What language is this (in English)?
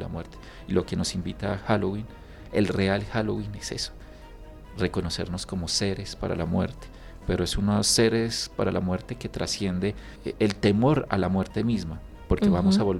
Spanish